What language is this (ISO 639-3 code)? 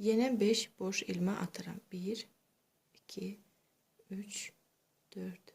aze